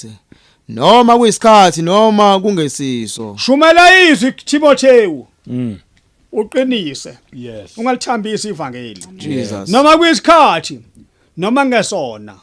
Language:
Zulu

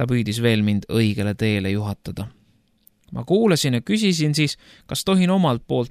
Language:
Estonian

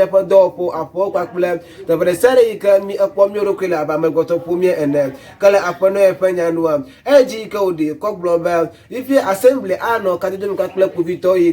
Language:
Ewe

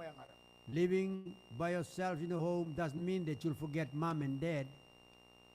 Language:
Gilbertese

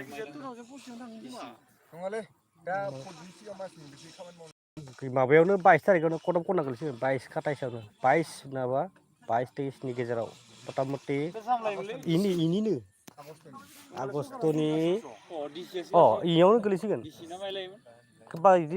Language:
Bodo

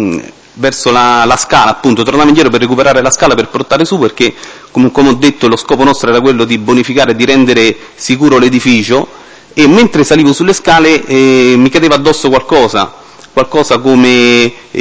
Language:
Italian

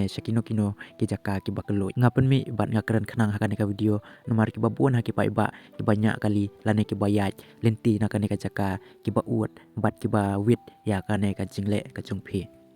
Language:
Khasi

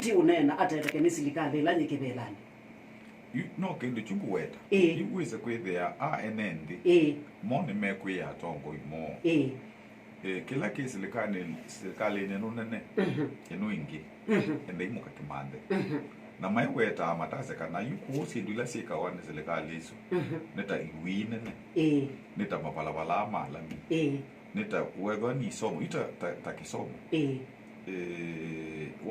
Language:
Kamba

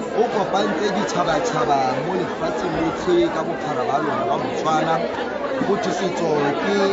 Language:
Tswana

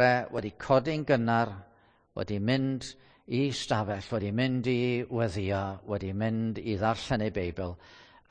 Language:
Welsh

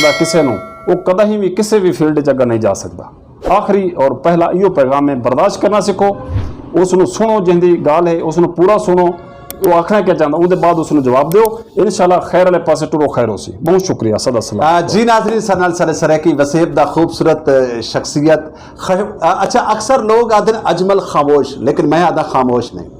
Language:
Saraiki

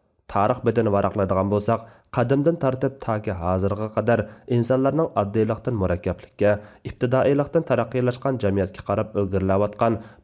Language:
Uyghur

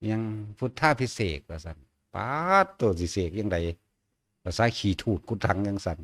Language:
Northeastern Thai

